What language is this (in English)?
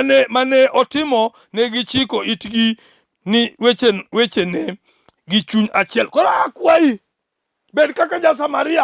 Luo (Kenya and Tanzania)